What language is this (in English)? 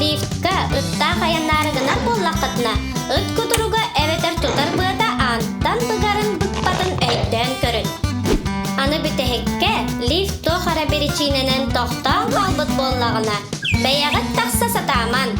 Yakut